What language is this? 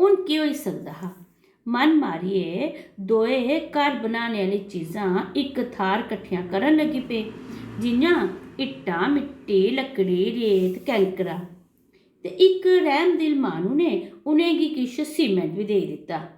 Dogri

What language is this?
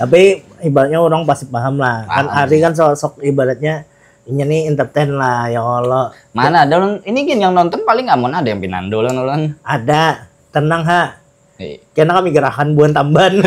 Banjar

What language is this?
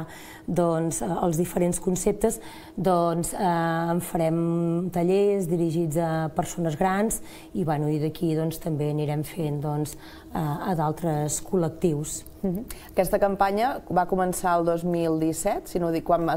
Catalan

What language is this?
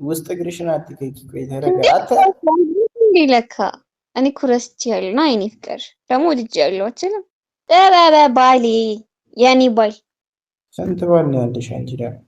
Amharic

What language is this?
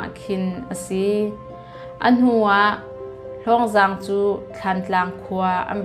Hakha Chin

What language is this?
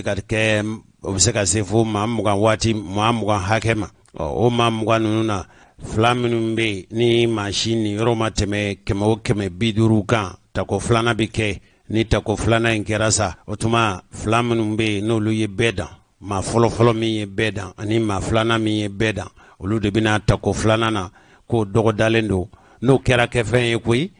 Bambara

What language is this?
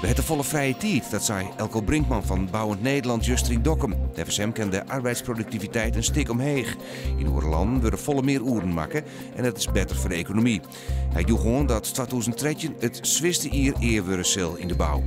Western Frisian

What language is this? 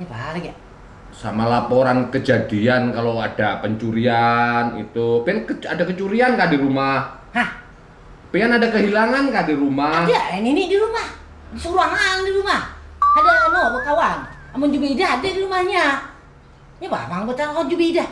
Banjar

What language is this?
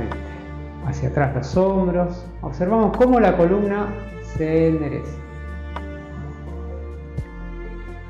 Spanish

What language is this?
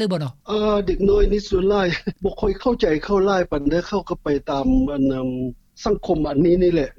Lao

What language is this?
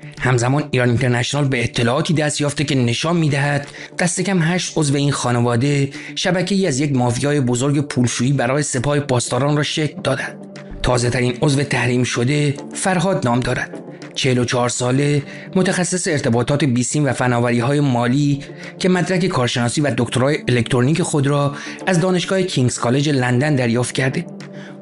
Persian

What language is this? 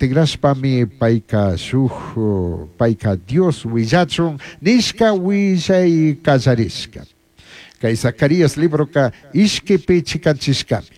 Chimborazo Highland Quichua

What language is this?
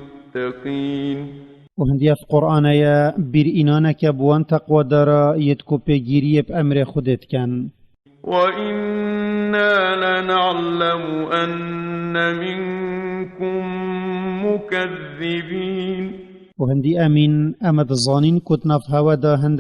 Kurdish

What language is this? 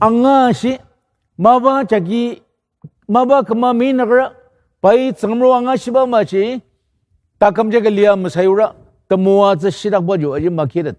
Ao Naga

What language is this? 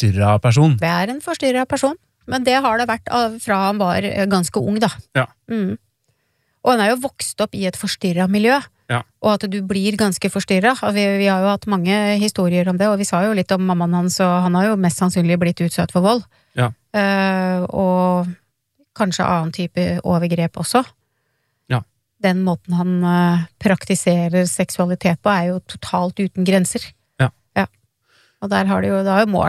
Norwegian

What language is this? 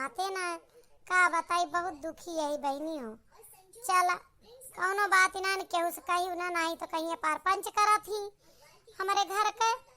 Awadhi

